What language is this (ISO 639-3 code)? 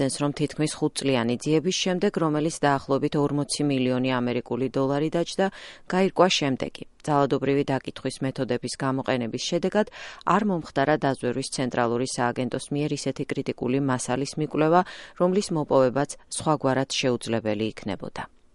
kat